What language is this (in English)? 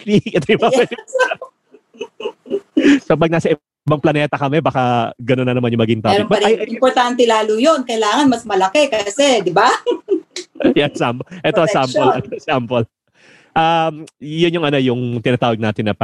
Filipino